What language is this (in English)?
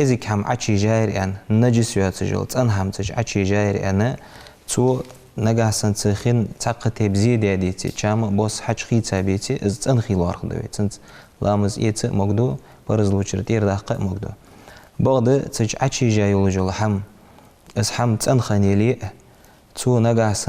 Ingush